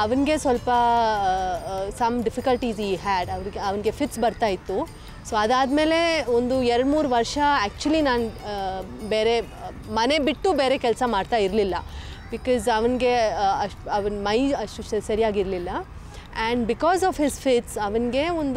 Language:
Kannada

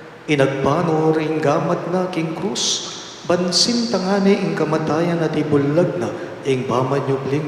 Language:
Pampanga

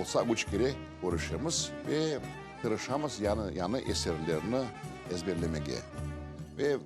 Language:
Crimean Tatar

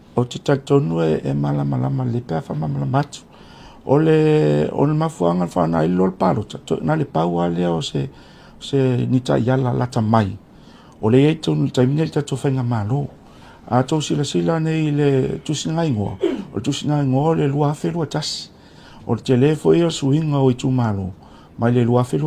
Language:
Samoan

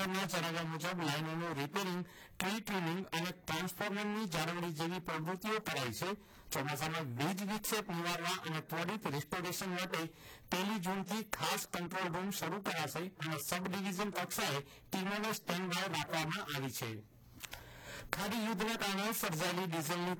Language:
Gujarati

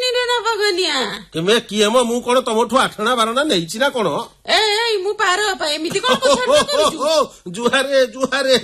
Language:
Odia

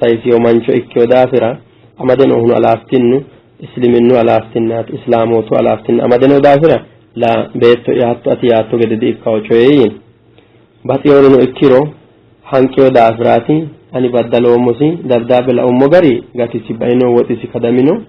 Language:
Sidamo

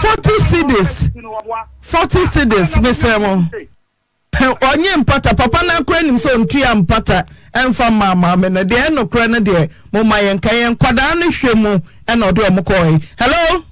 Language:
Akan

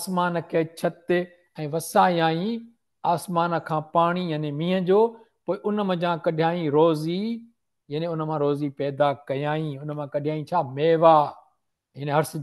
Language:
Sindhi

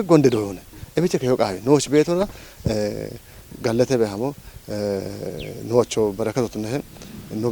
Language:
Kafa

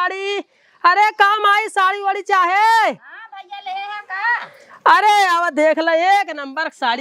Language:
Awadhi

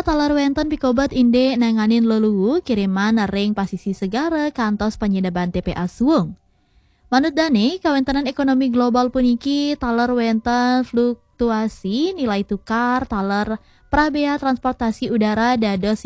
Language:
Balinese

